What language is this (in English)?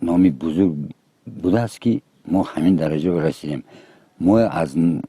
Tajik